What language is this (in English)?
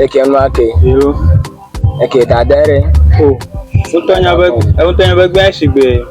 Ewe